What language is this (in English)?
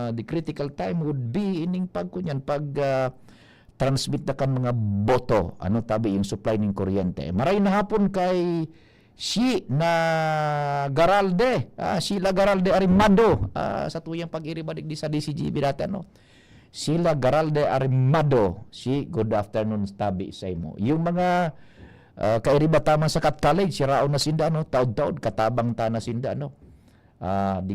Bikol